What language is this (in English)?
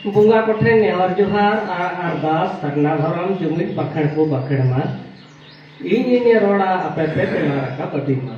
Santali